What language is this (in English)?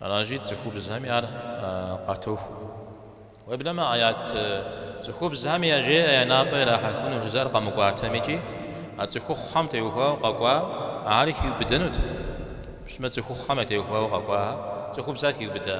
Kabardian